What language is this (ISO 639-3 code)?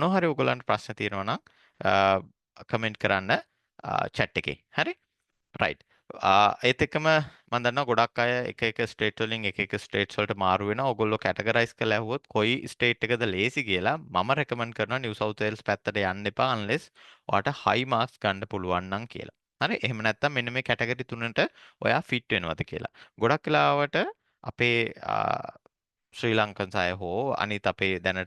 sin